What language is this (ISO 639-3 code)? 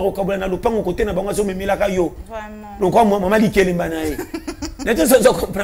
lin